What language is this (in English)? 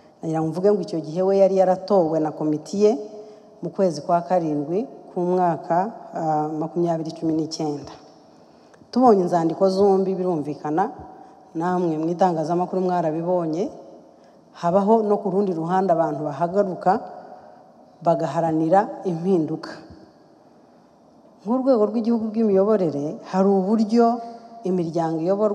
Kinyarwanda